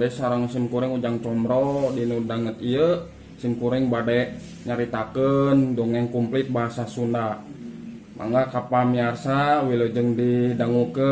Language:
Sundanese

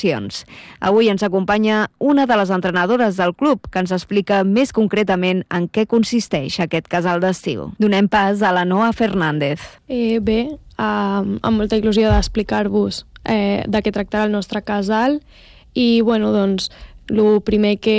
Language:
Catalan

